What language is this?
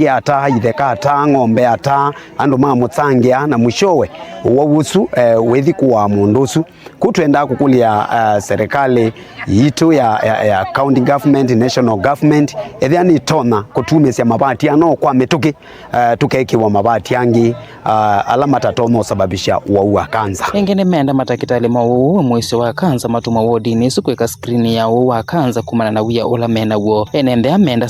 Kamba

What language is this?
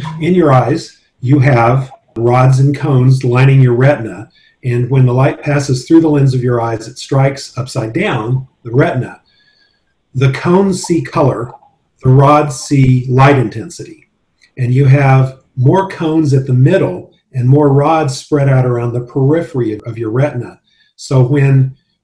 English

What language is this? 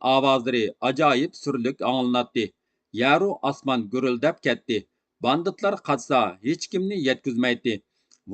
Uyghur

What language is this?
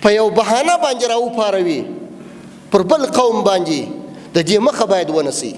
Pashto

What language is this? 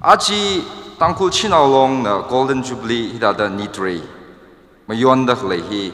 Tangkhul Naga (India)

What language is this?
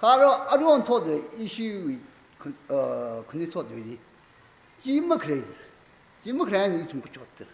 Tangkhul Naga (India)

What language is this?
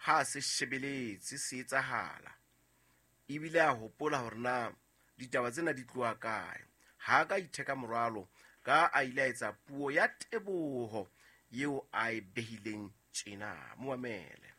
Southern Sotho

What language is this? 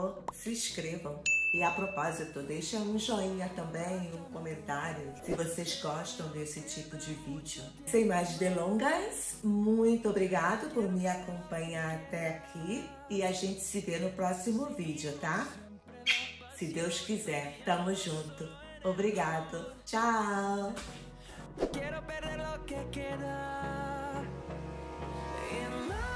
Portuguese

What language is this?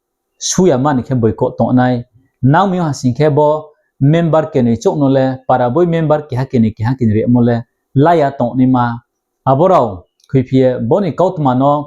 Riang (India)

